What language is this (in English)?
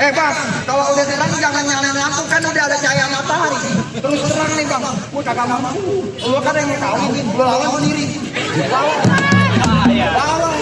Betawi